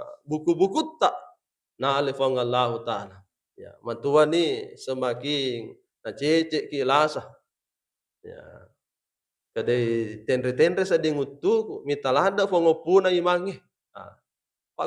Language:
Buginese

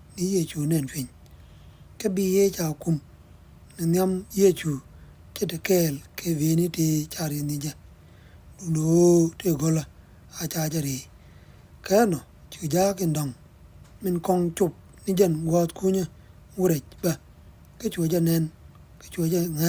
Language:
Nuer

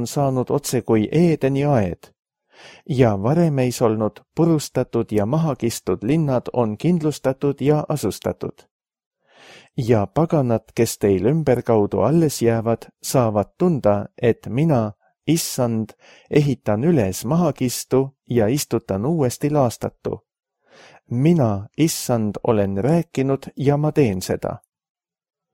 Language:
Estonian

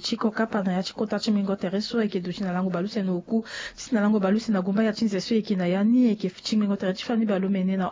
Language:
Sango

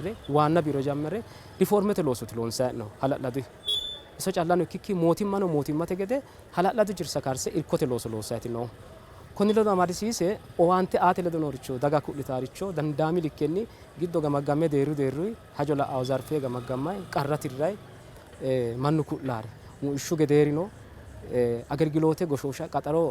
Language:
Sidamo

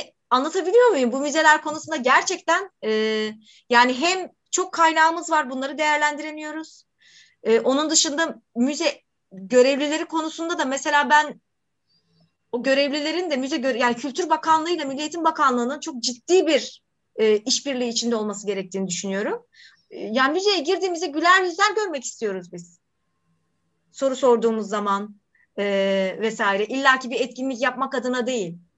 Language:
Turkish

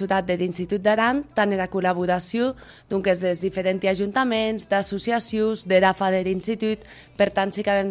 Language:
Catalan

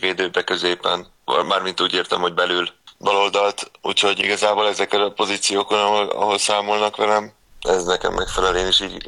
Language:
Hungarian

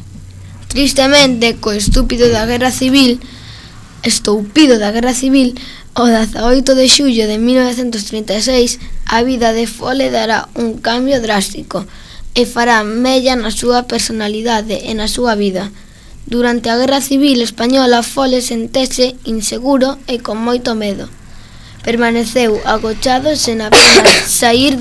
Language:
Galician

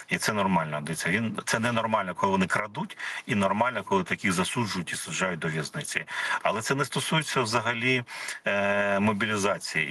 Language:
Ukrainian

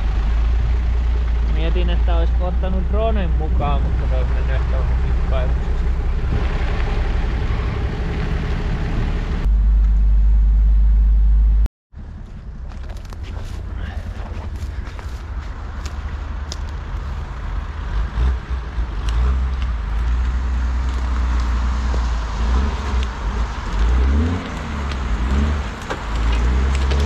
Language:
Finnish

